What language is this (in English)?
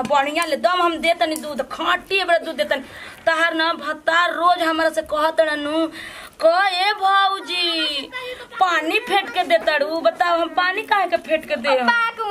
Bhojpuri